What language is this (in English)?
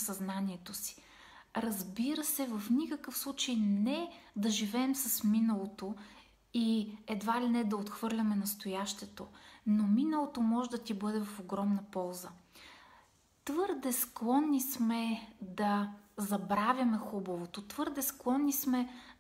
Bulgarian